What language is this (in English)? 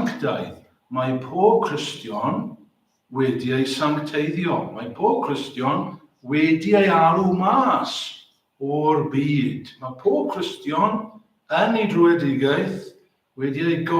Welsh